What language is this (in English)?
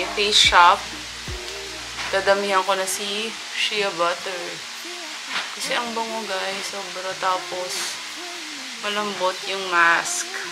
Filipino